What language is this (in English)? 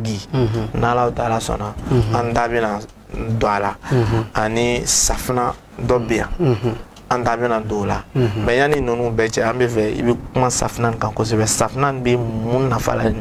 Bambara